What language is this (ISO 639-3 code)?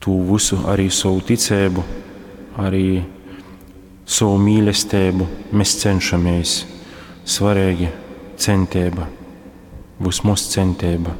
ltg